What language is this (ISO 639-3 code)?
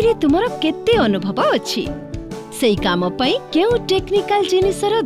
ori